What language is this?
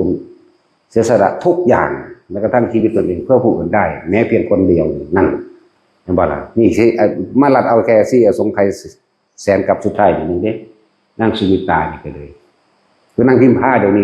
Northeastern Thai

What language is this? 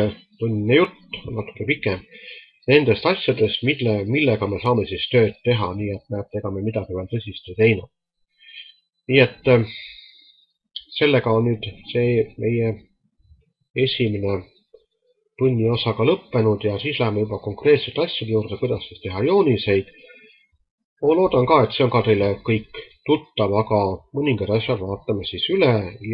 Estonian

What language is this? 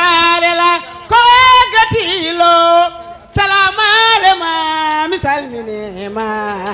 Fula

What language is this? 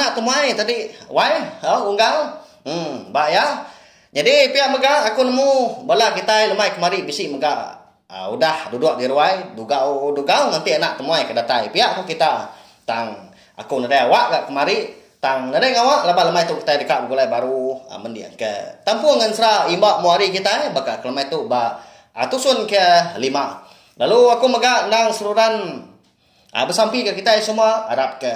Iban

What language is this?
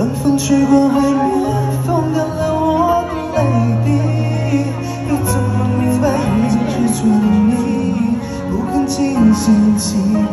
Chinese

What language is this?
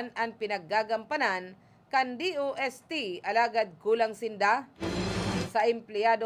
Bikol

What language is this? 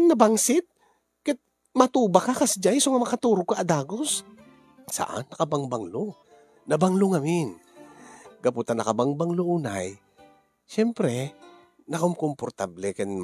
Iloko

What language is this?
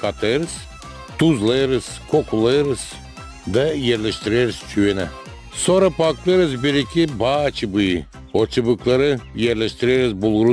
Gagauz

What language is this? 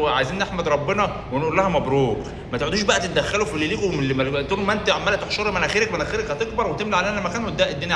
Egyptian Arabic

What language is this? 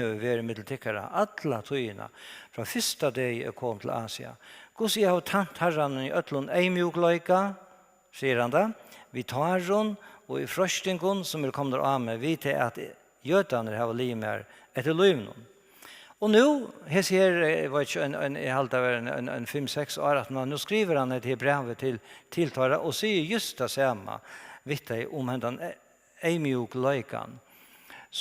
Faroese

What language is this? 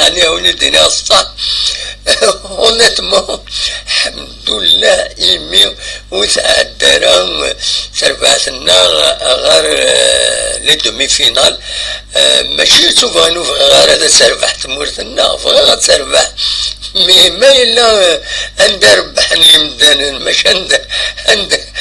Kabyle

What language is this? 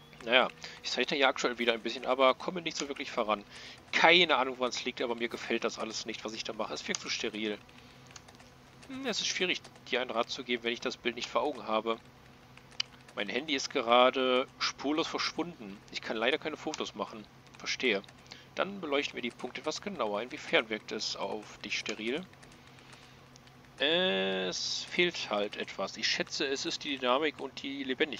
German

